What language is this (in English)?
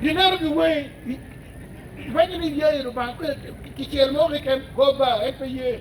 Acoli